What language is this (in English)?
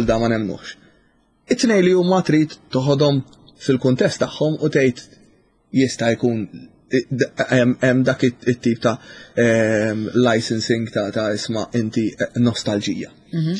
Maltese